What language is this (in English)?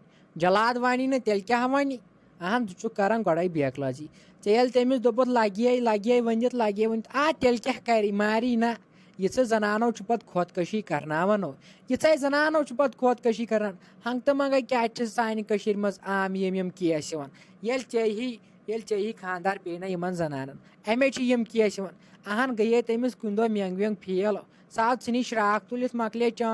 Kashmiri